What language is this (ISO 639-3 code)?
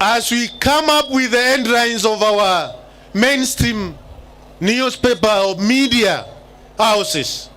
kik